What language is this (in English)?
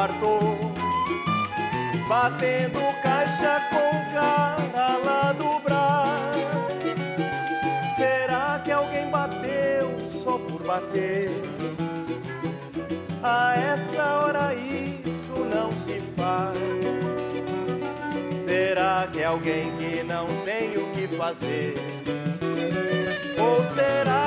Portuguese